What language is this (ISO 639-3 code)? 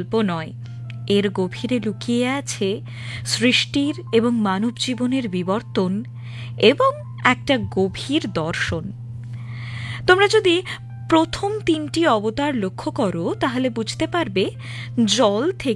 ben